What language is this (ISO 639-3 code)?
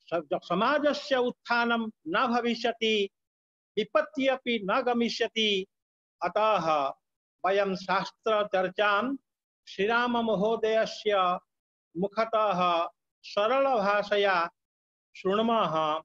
san